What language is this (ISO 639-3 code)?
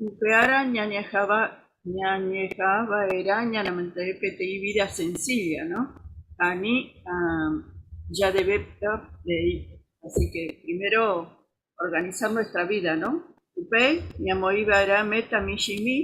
grn